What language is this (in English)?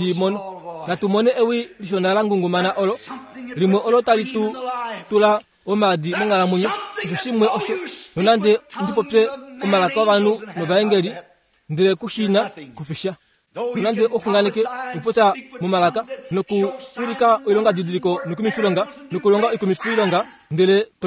Kuanyama